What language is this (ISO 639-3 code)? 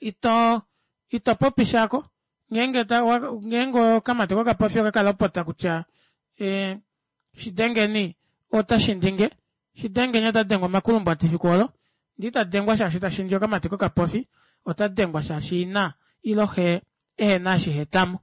kua